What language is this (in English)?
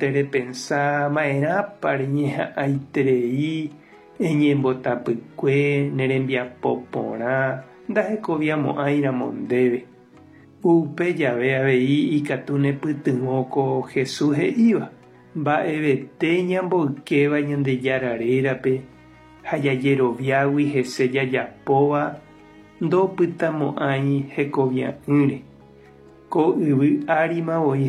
Guarani